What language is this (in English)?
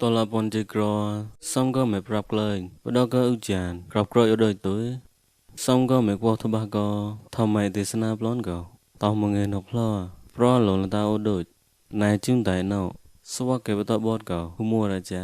Mon